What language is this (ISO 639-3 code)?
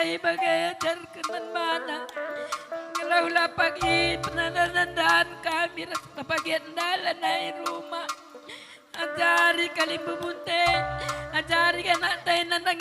btx